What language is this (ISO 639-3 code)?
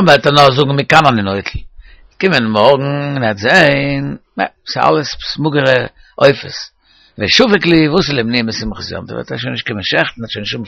yid